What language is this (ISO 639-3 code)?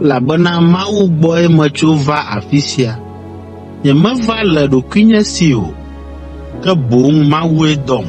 ewe